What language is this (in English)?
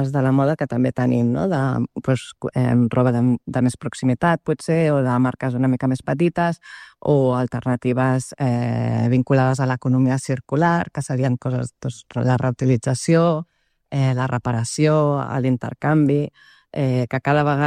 Catalan